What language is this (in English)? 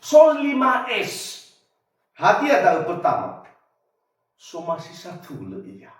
Nias